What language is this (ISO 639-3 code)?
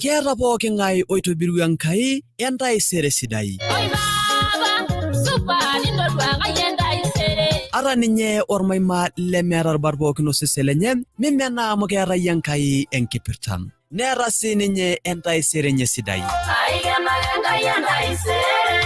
mas